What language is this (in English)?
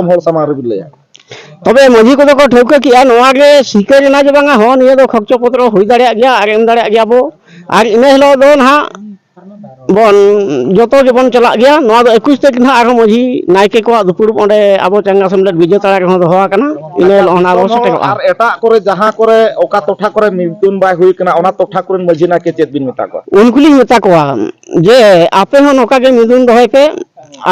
Santali